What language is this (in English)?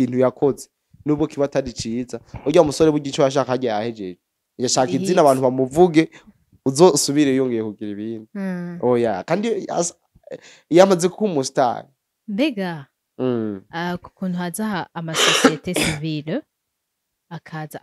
Rundi